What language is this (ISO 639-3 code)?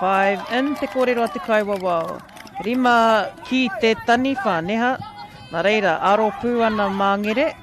mri